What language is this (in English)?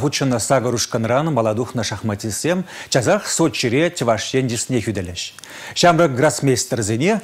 Chuvash